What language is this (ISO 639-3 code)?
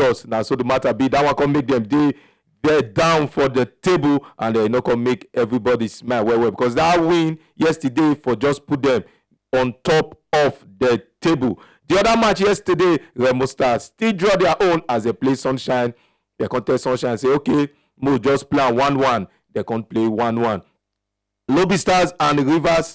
pcm